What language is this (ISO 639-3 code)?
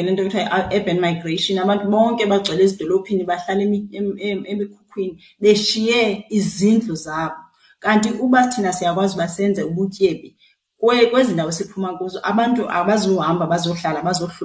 xho